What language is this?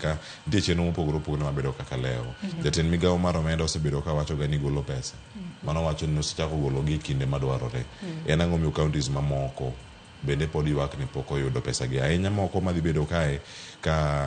Luo (Kenya and Tanzania)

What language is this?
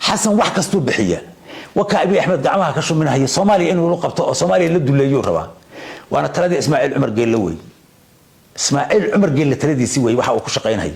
Somali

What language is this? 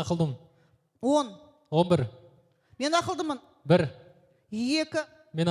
Kazakh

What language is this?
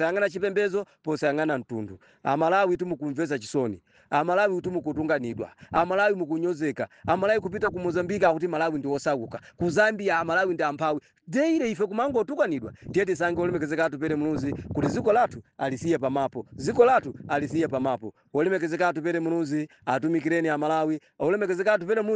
Nyanja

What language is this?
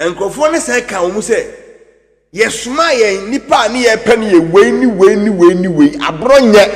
Akan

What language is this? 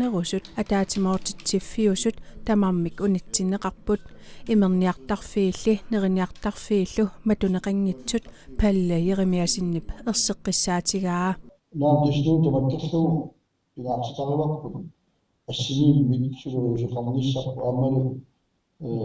Kalaallisut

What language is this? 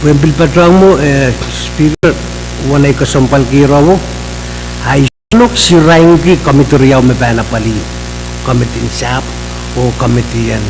Pohnpeian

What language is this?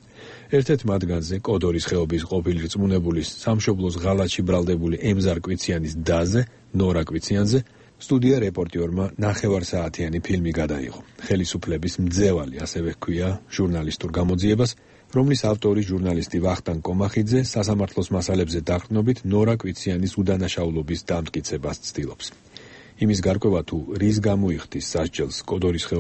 Georgian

